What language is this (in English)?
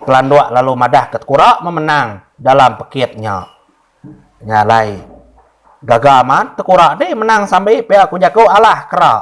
Iban